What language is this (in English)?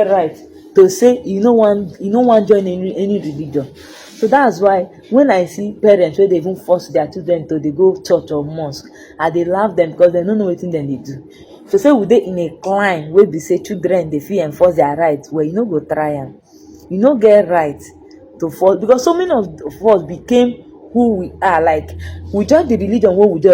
Nigerian Pidgin